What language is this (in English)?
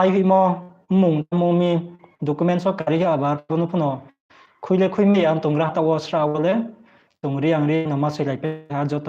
Riang (India)